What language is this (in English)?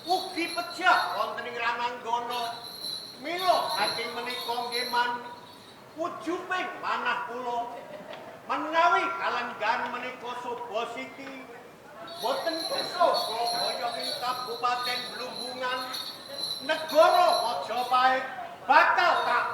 Javanese